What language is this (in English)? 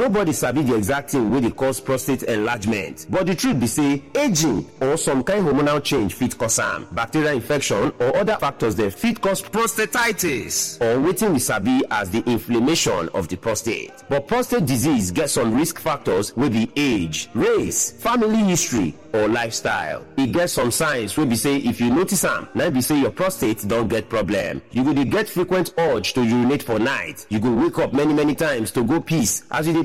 Nigerian Pidgin